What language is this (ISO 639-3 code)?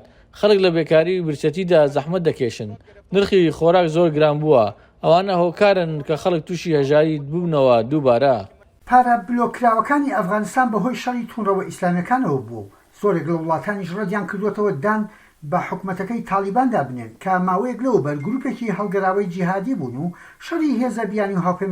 ckb